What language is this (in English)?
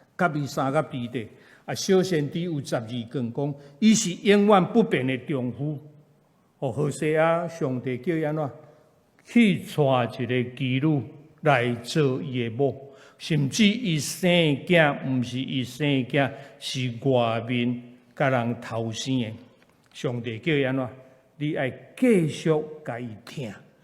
Min Nan Chinese